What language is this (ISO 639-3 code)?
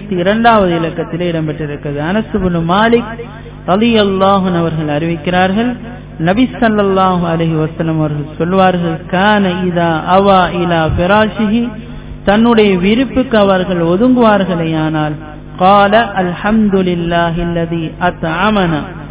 tam